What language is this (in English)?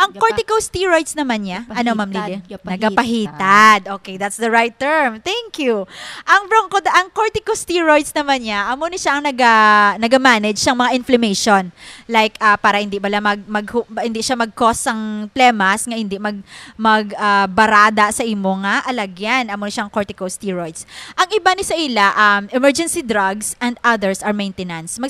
Hiligaynon